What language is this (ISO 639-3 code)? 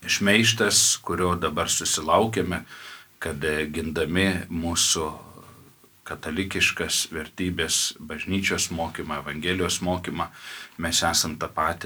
lit